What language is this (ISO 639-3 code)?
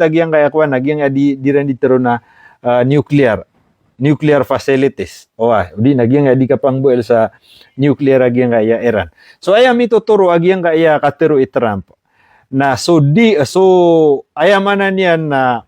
mrw